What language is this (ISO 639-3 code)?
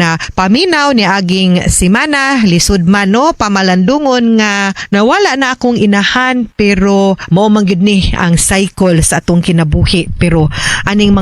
ceb